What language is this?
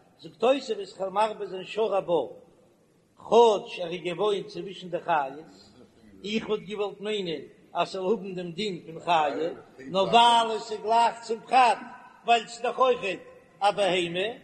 Yiddish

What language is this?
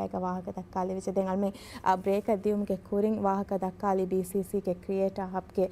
Divehi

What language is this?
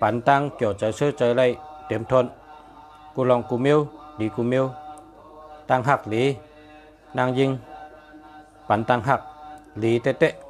Shan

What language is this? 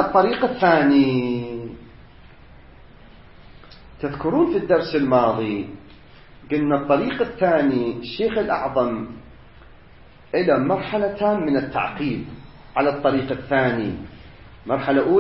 Arabic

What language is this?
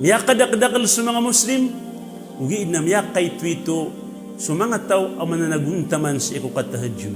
Maranao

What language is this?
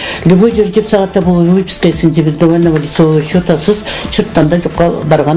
Karachay-Balkar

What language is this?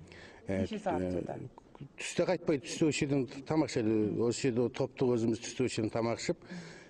Kazakh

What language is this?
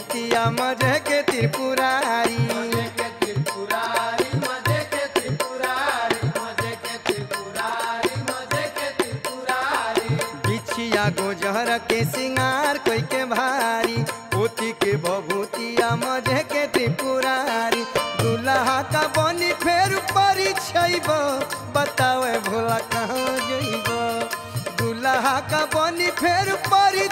Bhojpuri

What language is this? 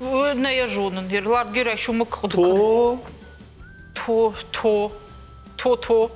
Ossetic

